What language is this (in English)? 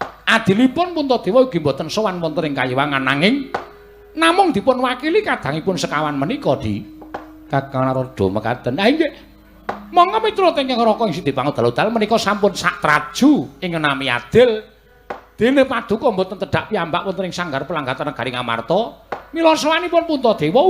Javanese